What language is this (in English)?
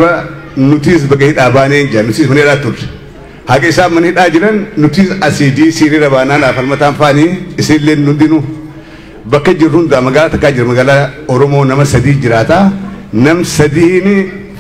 Oromo